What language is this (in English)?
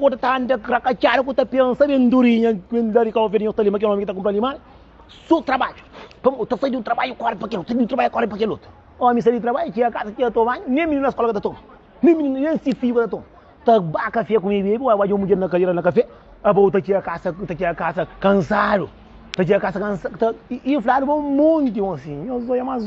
Kabuverdianu